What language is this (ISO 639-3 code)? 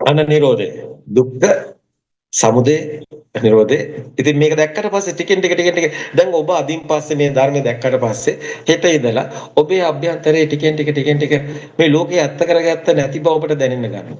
sin